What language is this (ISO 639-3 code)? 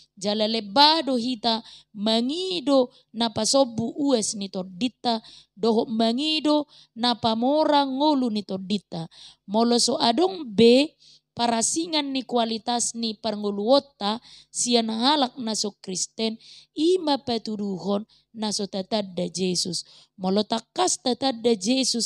bbc